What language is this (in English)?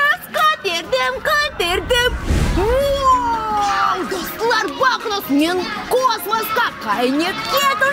Crimean Tatar